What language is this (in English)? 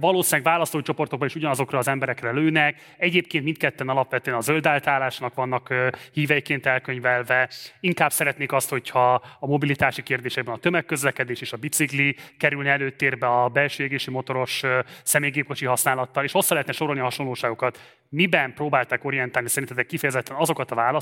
Hungarian